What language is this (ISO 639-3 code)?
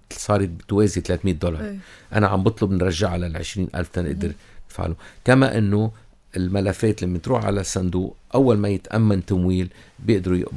apc